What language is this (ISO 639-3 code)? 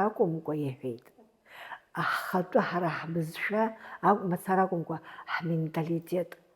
abk